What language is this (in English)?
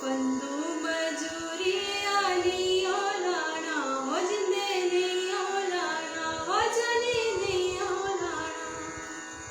Dogri